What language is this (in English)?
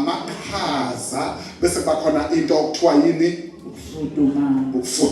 Zulu